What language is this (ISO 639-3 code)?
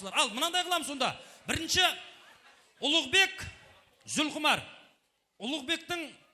kaa